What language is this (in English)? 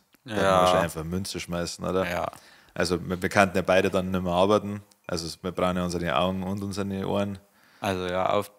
Bavarian